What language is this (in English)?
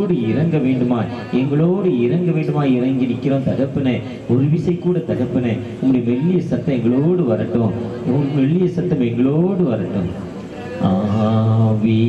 Tamil